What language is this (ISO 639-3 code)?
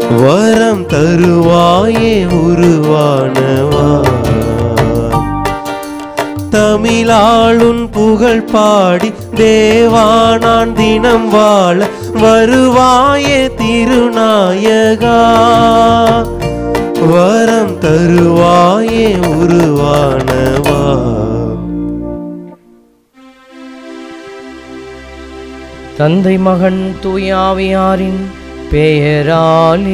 tam